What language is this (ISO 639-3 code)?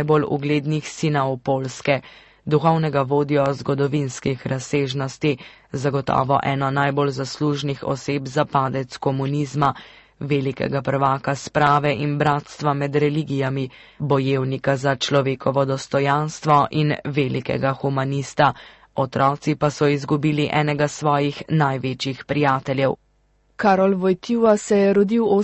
slv